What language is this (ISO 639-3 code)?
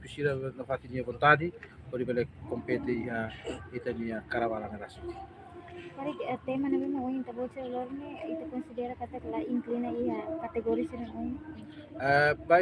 tet